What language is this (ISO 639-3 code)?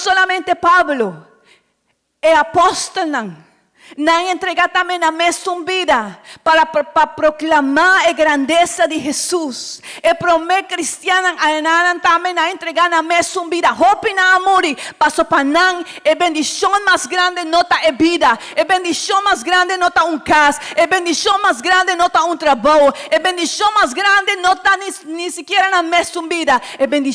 pap